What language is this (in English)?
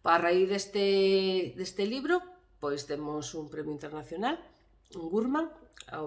Galician